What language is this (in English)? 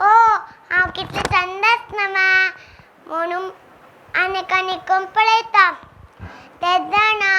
Konkani